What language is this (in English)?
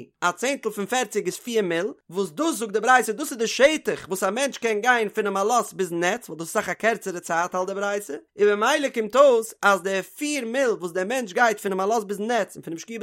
Yiddish